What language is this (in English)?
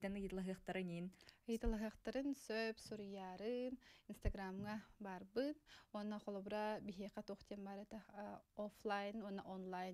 Yakut